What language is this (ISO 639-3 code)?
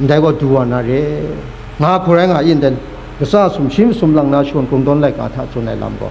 kac